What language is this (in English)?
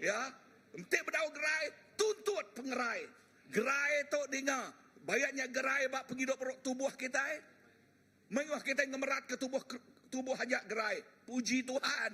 Iban